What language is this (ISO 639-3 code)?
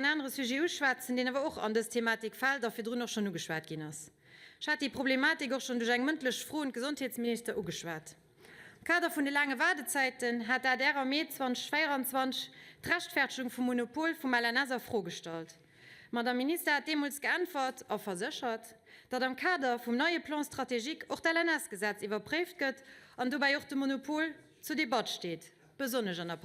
ltz